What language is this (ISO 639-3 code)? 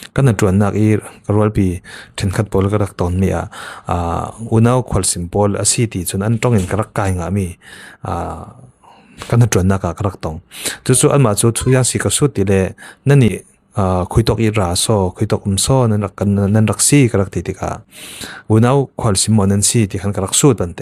cfm